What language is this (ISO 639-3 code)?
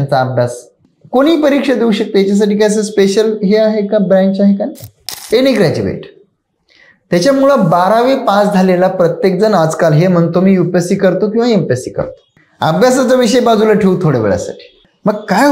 mar